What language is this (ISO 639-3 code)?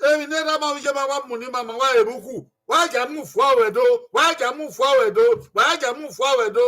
bin